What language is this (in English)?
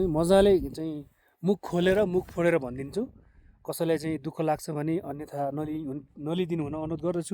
Nepali